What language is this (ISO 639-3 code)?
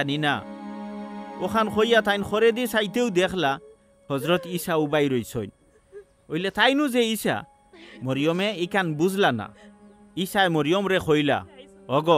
syl